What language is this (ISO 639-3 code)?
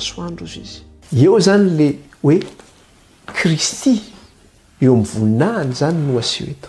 mlg